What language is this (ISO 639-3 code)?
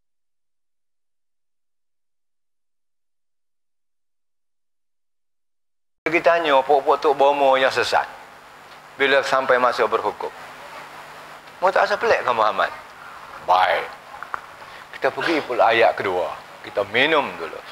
msa